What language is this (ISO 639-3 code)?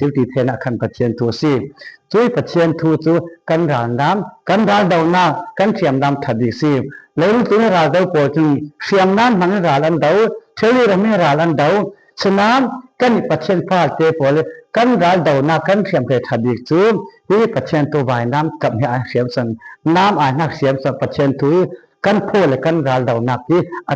cfm